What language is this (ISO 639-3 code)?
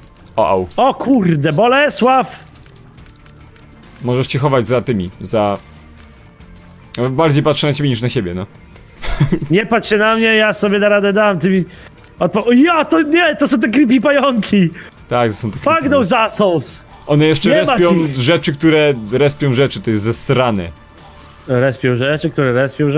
pol